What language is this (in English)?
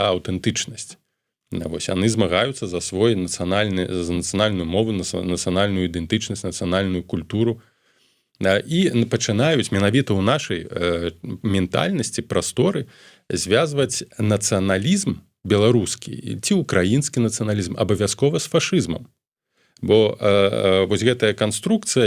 Belarusian